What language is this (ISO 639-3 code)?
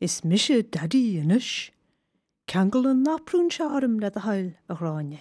gle